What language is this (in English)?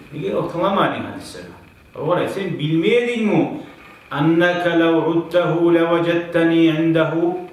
Kumyk